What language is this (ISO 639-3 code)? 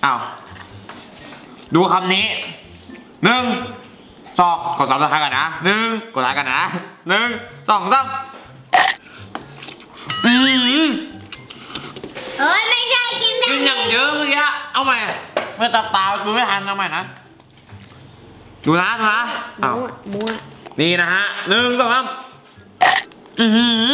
tha